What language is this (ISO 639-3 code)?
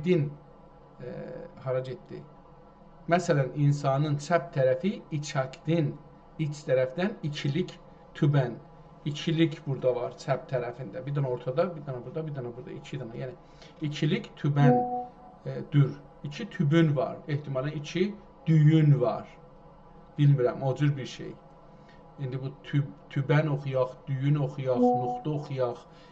azb